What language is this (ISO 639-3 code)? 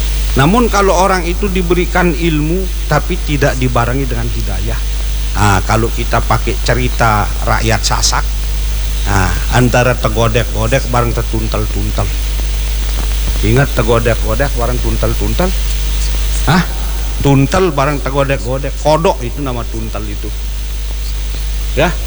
ind